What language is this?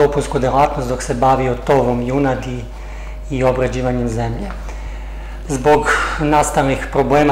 Serbian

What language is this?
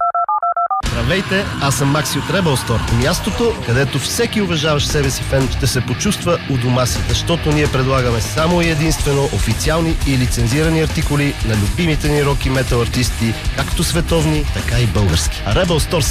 Bulgarian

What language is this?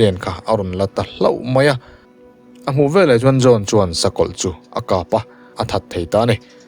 Mizo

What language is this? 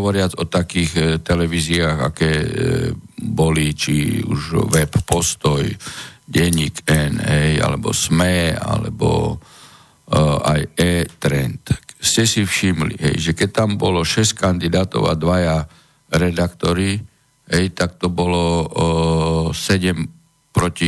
Slovak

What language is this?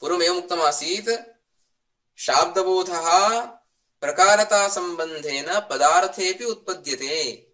Sanskrit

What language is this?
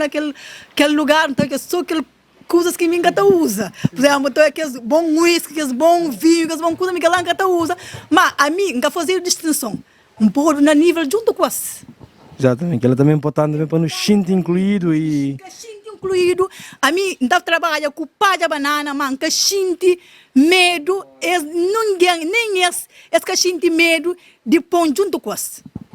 Kabuverdianu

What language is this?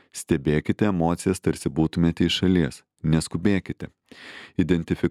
Lithuanian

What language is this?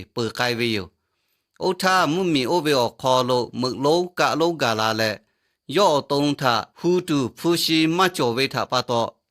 Lahu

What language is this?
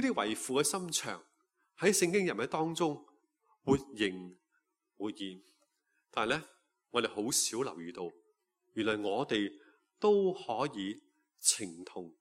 Cantonese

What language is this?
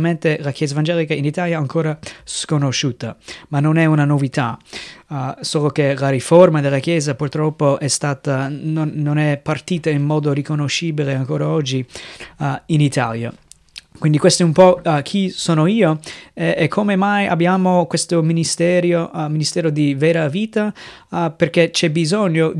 Italian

